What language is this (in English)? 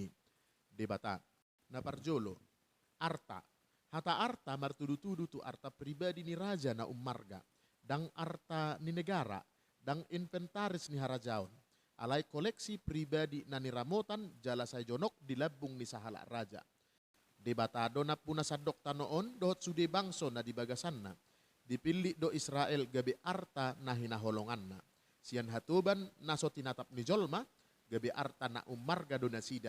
Batak Toba